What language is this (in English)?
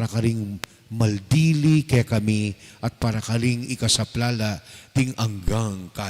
Pampanga